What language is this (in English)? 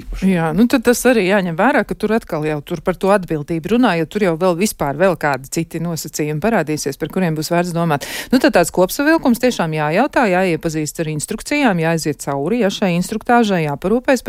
Latvian